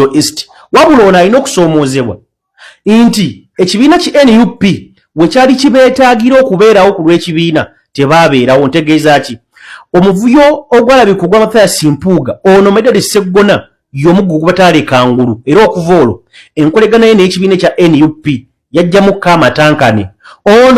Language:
Ganda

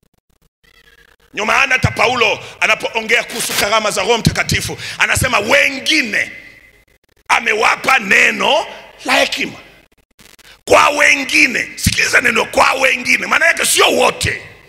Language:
Swahili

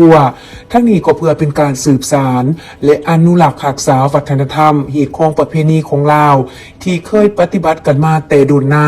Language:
Lao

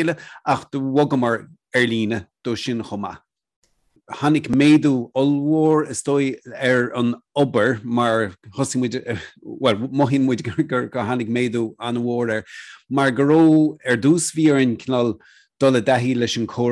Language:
Irish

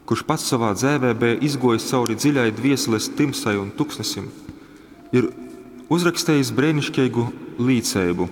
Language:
Latgalian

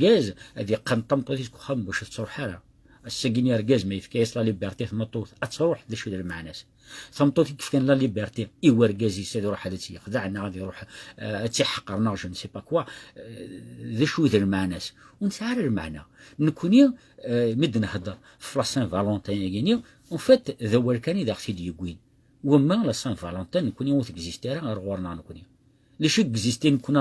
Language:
Kabyle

